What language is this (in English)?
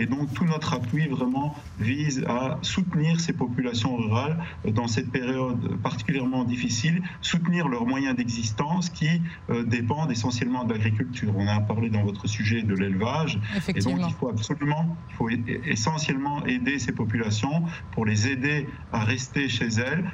French